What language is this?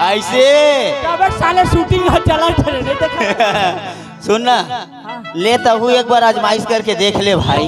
Chhattisgarhi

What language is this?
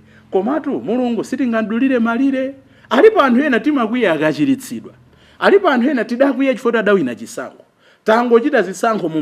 Nyanja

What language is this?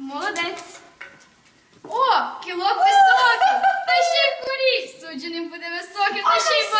Ukrainian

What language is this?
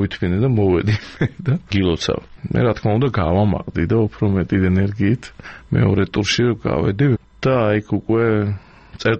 Georgian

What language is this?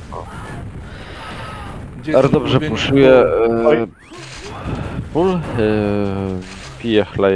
Polish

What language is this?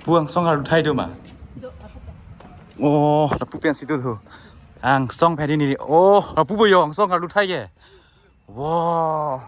Karbi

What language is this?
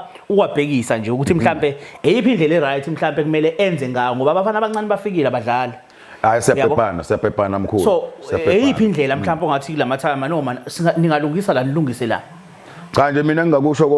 Zulu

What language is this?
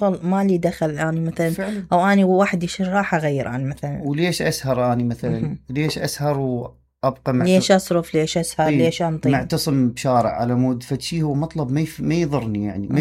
Mesopotamian Arabic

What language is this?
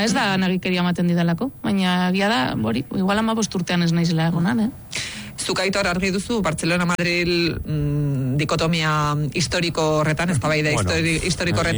Basque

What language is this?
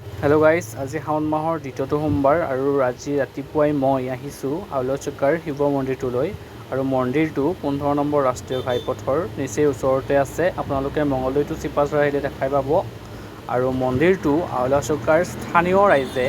Assamese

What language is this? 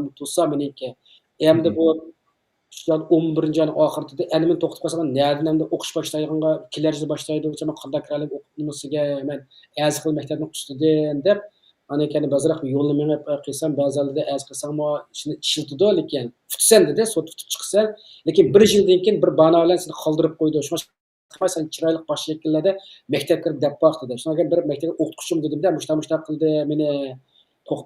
Uyghur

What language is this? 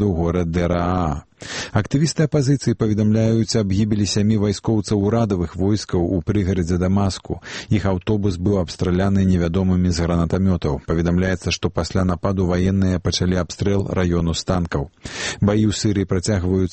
Belarusian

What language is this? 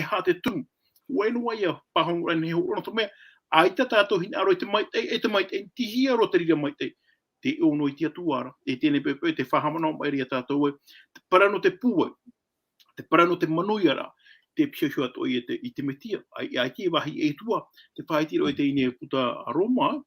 Tahitian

